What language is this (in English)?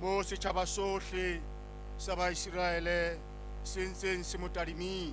Southern Sotho